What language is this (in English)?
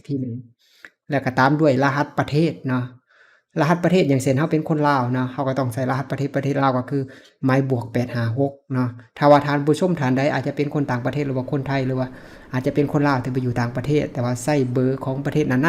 Lao